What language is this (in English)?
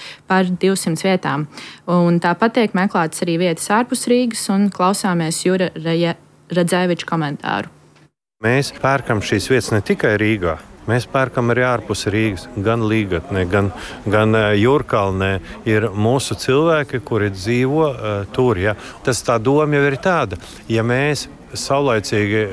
Latvian